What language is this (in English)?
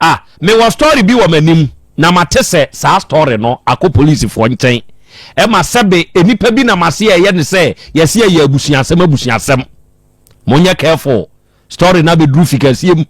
Akan